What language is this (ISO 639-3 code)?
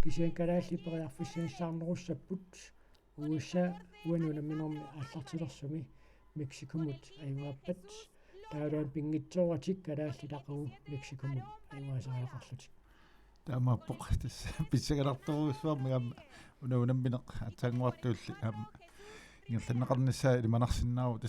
kal